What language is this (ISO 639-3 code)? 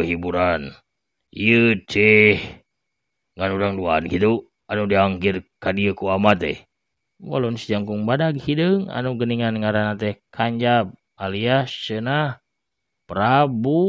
sun